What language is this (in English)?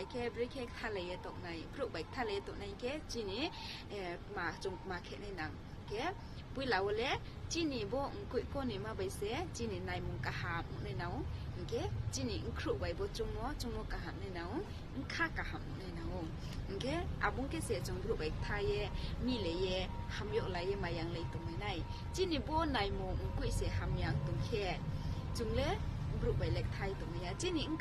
Riang (India)